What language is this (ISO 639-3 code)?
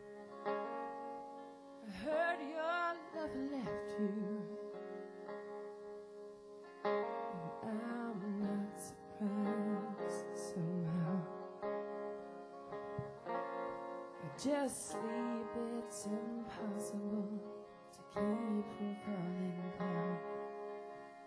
eng